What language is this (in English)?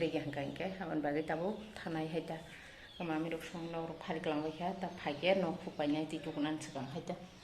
Kok Borok